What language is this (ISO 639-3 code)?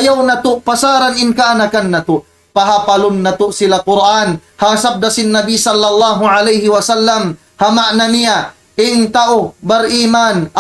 tsg